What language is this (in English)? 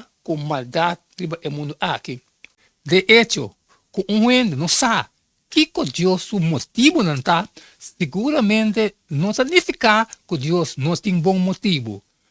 Papiamento